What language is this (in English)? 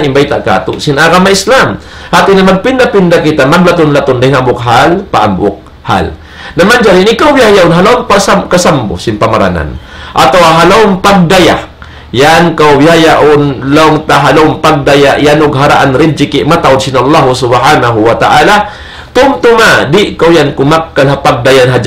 Tausug